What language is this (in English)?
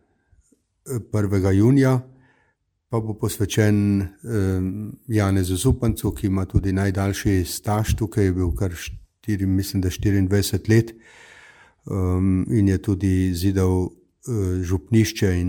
Slovenian